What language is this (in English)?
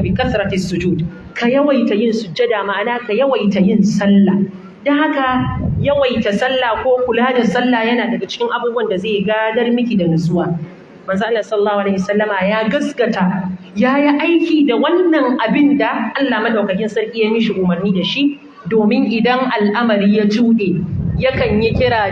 Hausa